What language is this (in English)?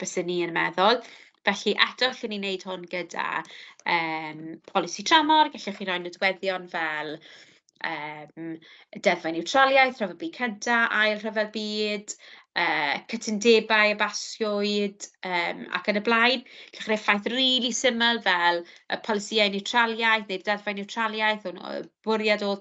Welsh